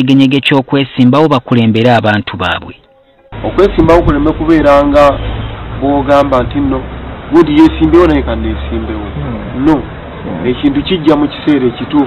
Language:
Ganda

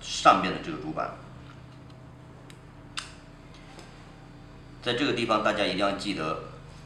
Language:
Chinese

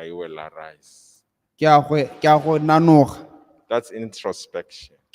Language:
Tswana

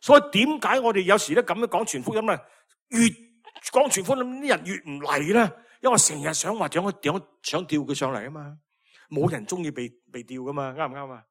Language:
Cantonese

